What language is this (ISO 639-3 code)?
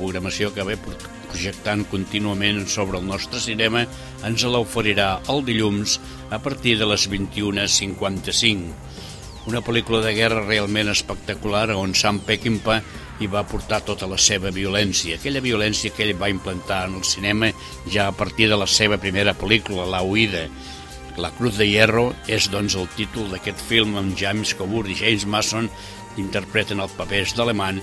cat